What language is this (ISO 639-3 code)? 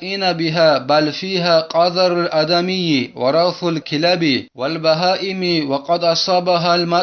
ava